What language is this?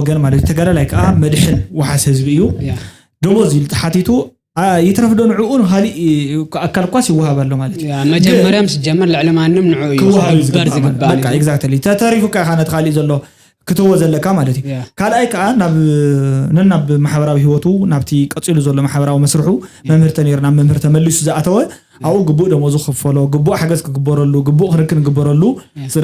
Tigrinya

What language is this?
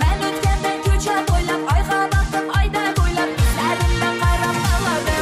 Kara-Kalpak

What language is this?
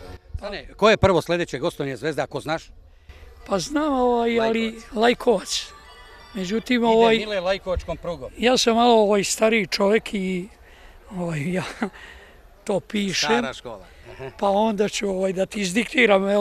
Serbian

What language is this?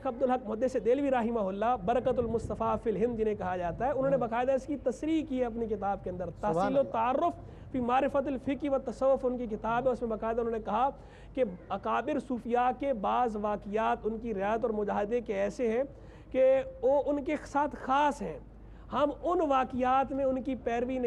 Urdu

